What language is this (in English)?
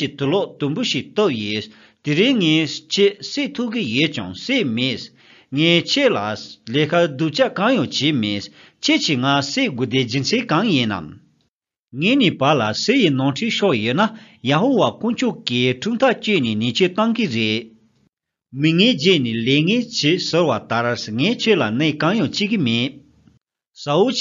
Tibetan